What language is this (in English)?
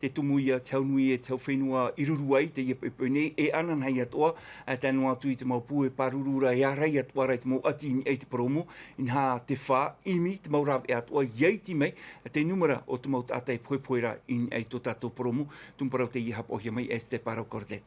Tahitian